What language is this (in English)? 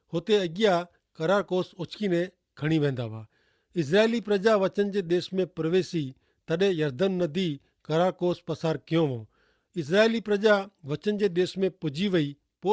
Kachhi